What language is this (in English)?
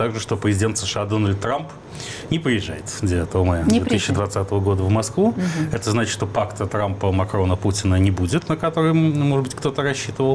Russian